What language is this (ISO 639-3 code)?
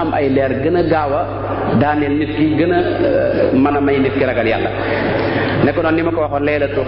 wol